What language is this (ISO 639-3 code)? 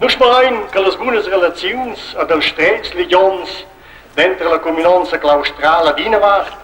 roh